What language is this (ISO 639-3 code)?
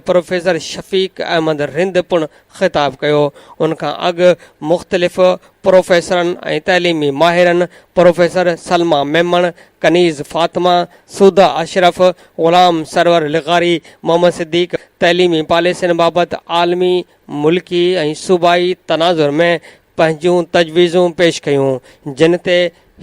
snd